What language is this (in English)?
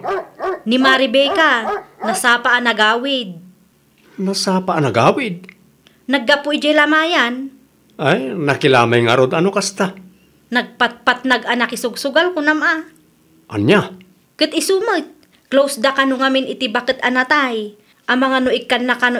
Iloko